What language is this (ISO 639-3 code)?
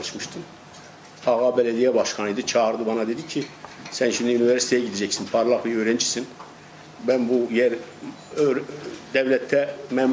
tur